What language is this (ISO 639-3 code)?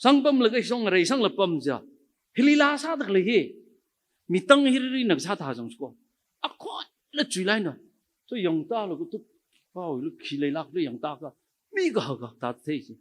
nmf